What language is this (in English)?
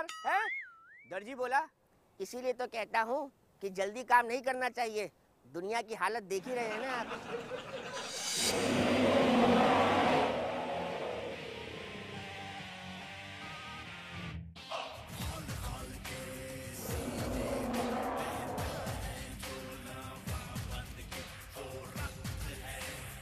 Hindi